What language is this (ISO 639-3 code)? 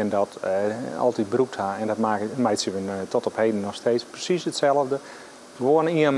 fry